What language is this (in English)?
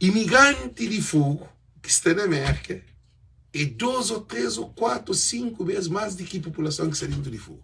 Kabuverdianu